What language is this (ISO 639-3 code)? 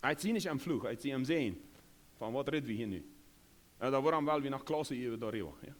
pdt